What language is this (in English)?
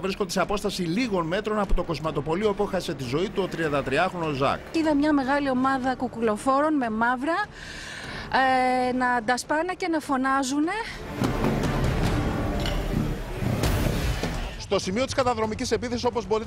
Greek